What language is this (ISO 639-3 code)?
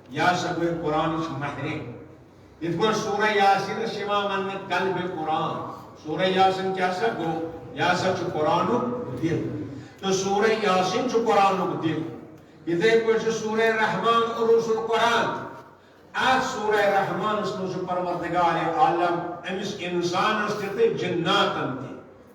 kas